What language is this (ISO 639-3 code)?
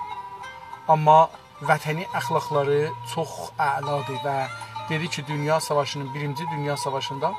azb